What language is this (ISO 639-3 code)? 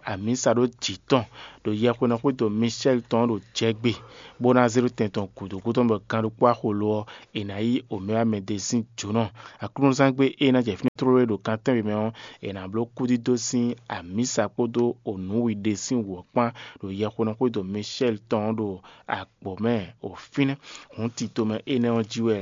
fon